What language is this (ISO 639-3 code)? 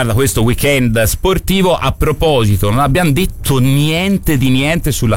ita